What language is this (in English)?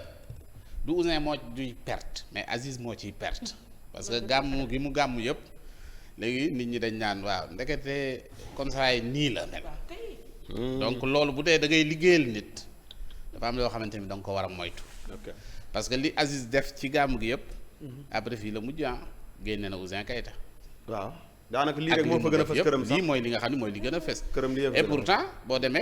Wolof